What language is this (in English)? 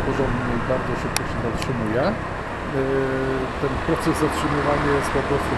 Polish